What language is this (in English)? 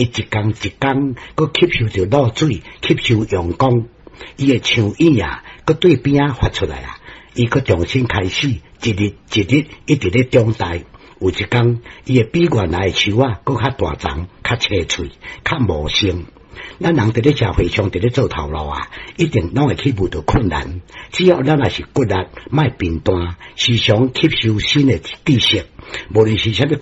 Min Nan Chinese